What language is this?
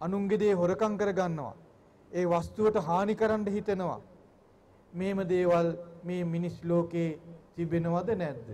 Sinhala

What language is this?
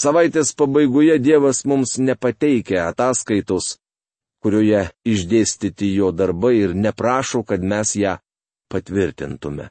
Lithuanian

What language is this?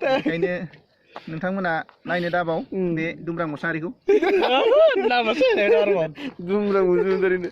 Bodo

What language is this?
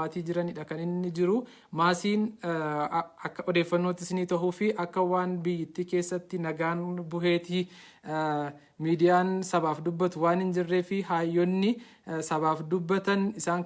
Oromo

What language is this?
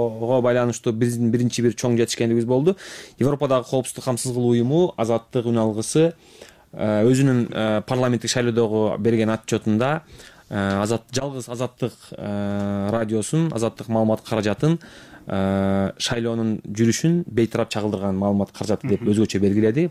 Kyrgyz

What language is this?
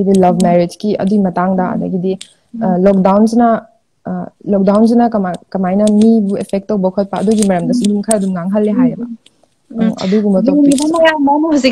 Manipuri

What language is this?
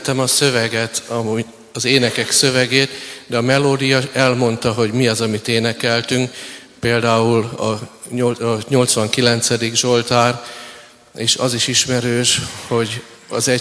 Hungarian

